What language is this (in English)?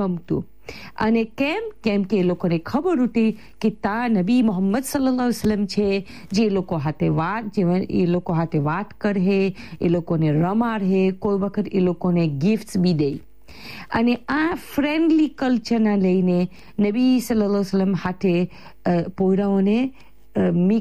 Gujarati